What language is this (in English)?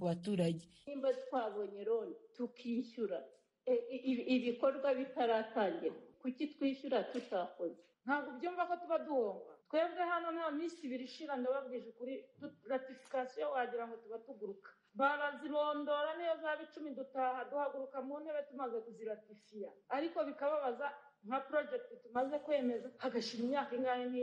Kinyarwanda